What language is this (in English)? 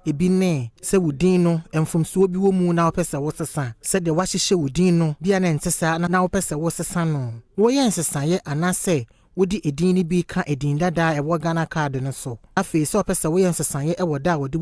Akan